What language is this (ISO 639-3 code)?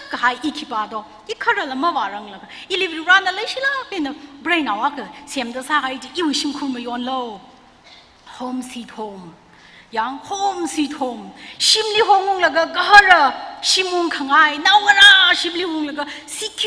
nmf